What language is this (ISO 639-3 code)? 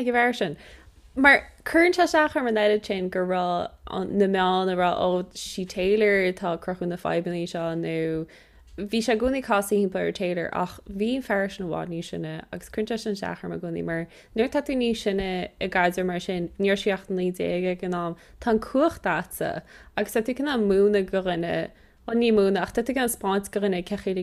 gle